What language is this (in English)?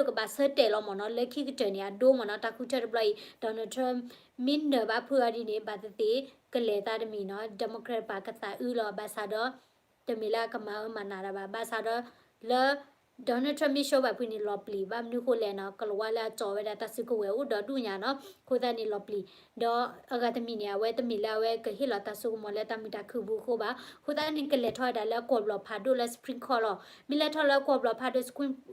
S'gaw Karen